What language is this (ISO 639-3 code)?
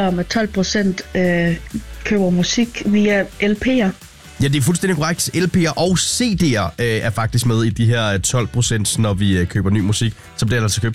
dan